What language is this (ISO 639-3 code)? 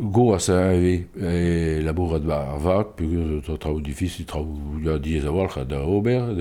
bre